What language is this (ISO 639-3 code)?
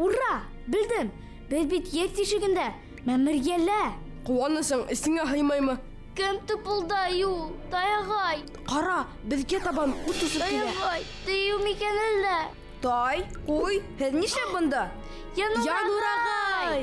bak